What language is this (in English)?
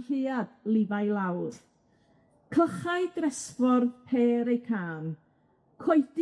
Welsh